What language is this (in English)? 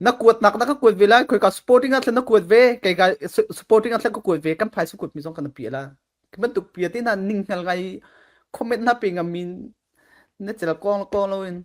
Falam Chin